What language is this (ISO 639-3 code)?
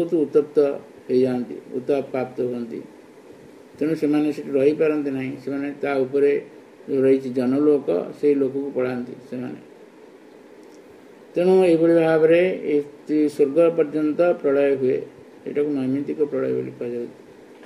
ori